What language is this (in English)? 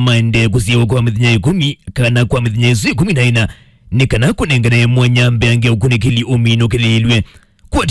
Kamba